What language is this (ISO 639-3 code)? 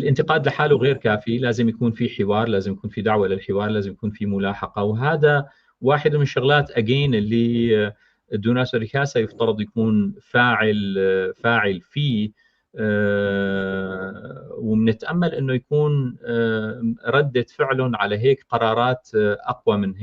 apc